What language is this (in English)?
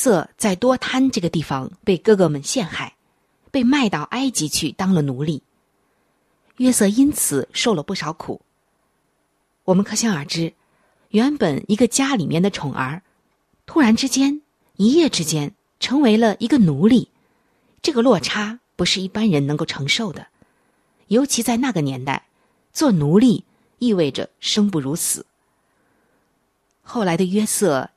Chinese